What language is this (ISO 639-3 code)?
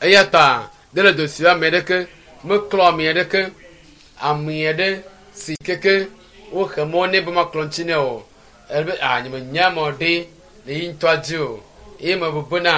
ewe